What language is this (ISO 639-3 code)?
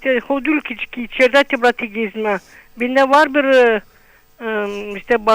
gag